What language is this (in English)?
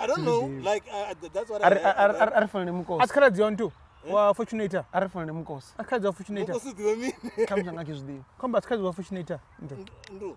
Venda